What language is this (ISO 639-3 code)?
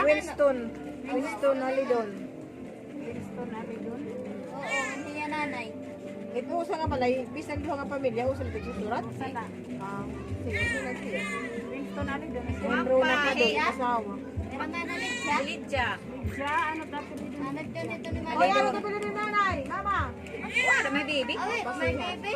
war